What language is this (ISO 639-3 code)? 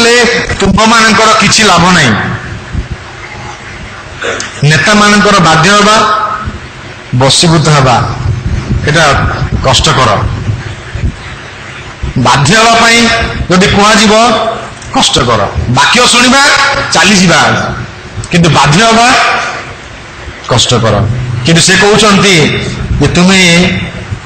ori